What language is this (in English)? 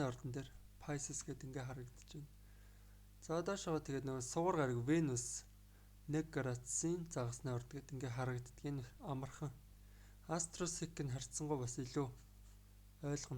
Mongolian